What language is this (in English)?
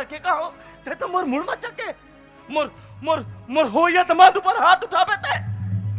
Chhattisgarhi